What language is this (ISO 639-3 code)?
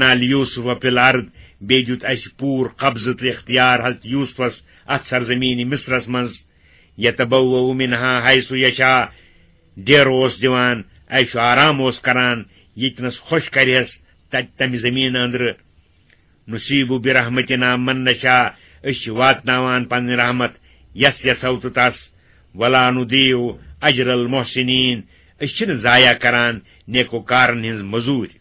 kas